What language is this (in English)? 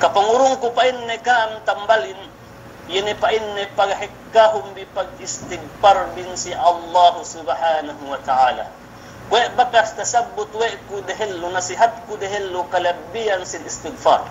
Yakan